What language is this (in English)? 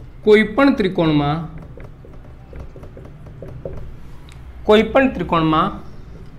Gujarati